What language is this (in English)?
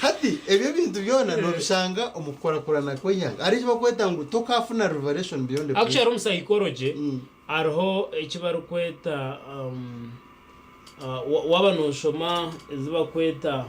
Nyankole